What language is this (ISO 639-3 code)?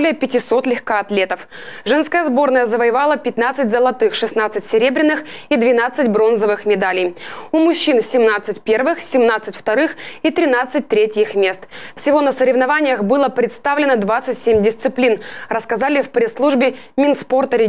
rus